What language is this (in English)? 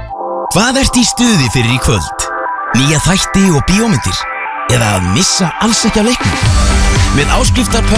Icelandic